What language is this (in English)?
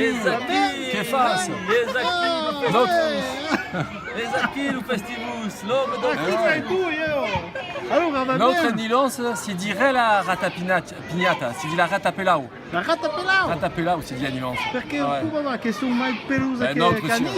Occitan